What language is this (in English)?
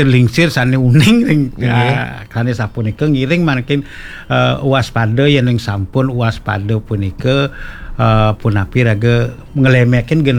Balinese